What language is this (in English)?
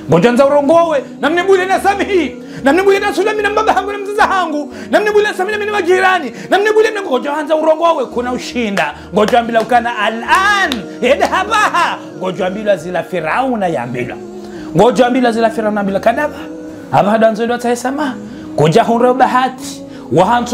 Ngazidja Comorian